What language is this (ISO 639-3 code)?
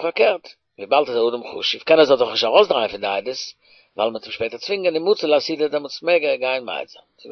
yid